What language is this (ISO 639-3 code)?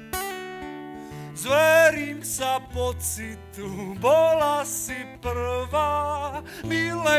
slk